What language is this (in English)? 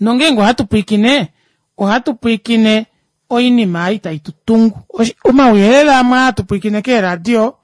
Kuanyama